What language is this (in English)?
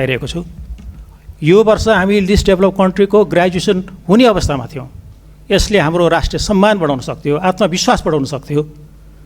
Nepali